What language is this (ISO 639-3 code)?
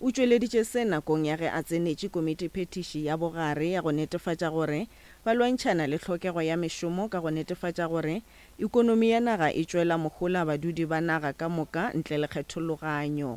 nso